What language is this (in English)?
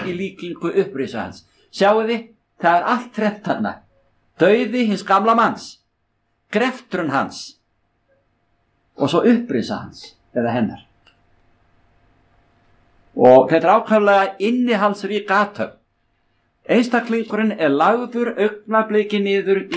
Icelandic